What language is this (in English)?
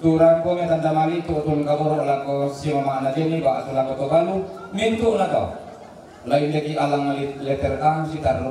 Toraja-Sa'dan